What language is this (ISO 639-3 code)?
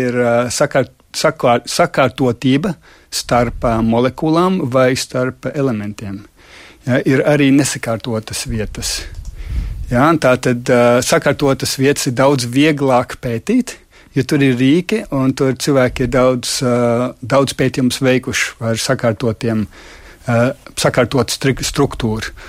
lav